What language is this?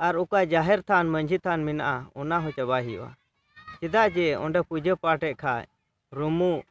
Santali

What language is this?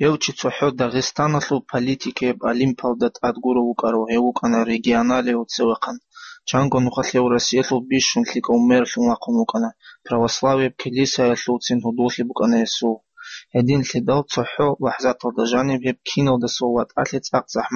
Avaric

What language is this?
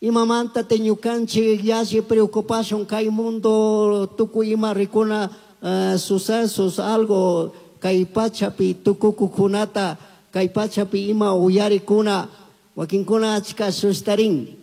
Chimborazo Highland Quichua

